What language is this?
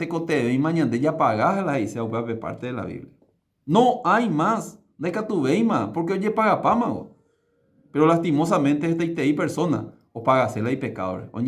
Guarani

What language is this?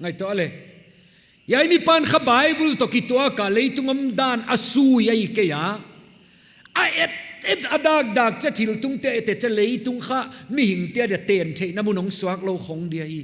Paite Chin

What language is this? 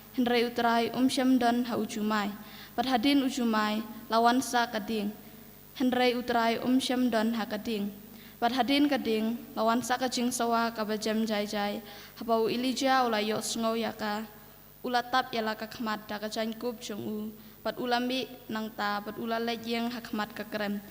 Khasi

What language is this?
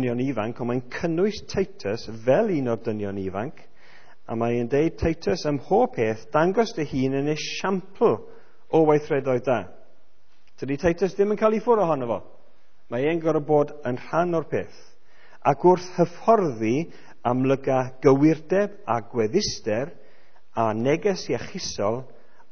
Welsh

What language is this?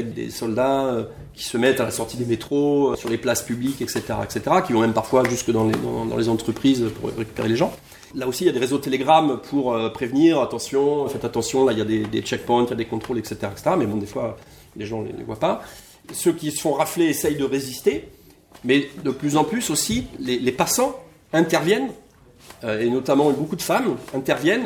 French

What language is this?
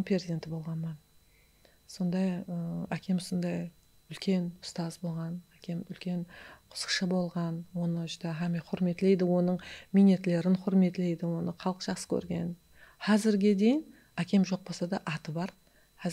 Kara-Kalpak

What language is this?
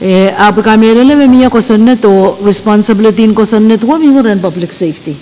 Pohnpeian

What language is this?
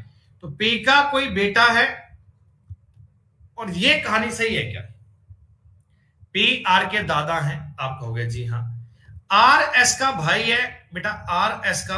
Hindi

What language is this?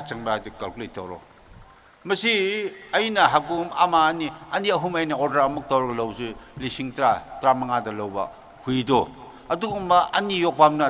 Tangkhul Naga (India)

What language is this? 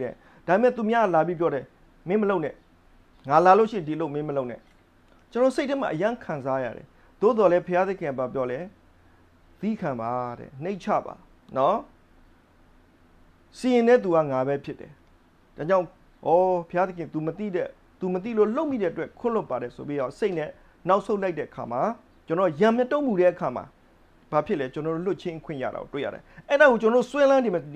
Burmese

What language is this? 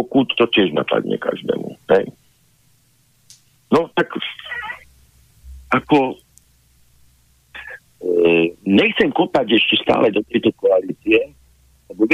Slovak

